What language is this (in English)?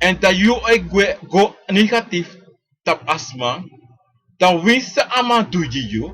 Sranan Tongo